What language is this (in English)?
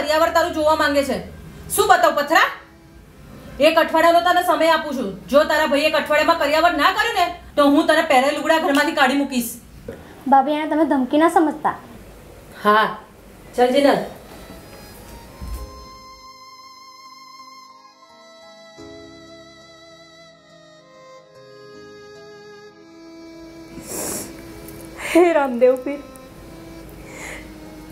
Gujarati